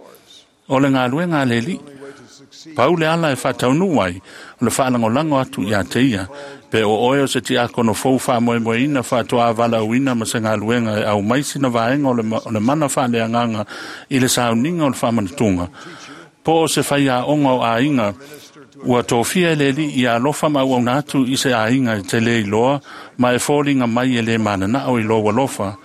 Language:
Samoan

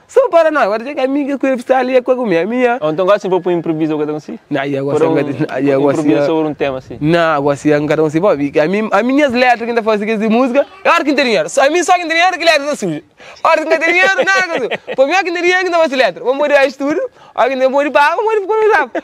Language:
Kabuverdianu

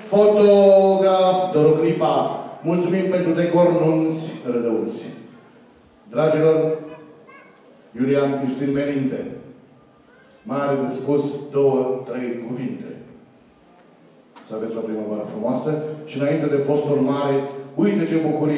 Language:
Romanian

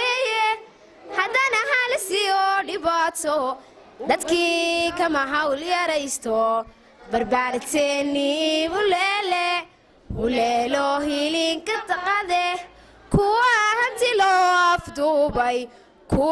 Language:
Somali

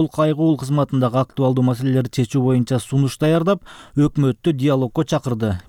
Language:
Kyrgyz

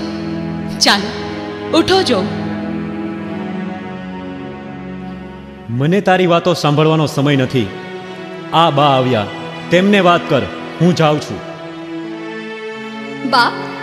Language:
Gujarati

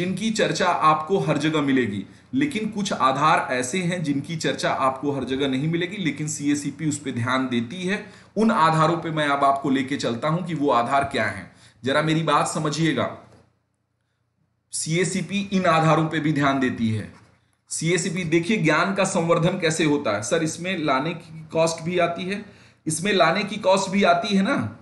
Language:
Hindi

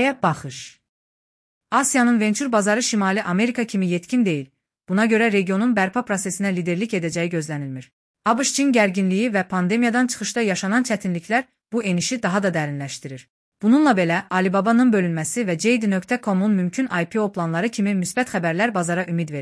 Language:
Azerbaijani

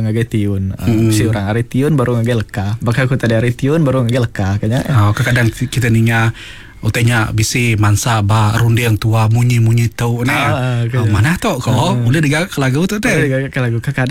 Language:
Iban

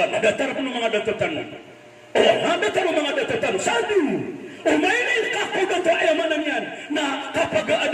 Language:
Maranao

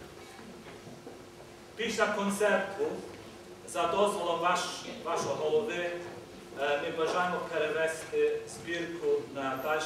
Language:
Ukrainian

